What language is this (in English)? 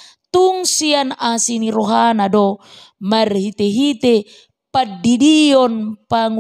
Batak Toba